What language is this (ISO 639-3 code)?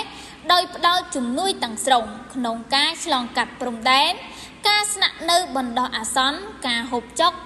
khm